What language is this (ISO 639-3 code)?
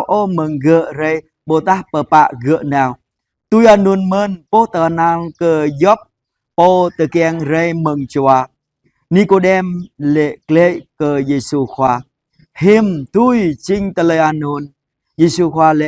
jra